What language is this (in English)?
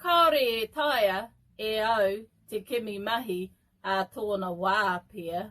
Māori